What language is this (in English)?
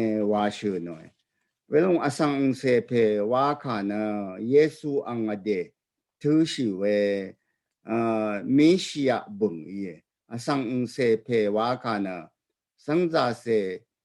Rawang